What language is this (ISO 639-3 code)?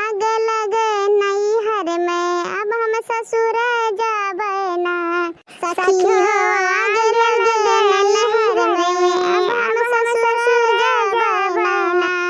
awa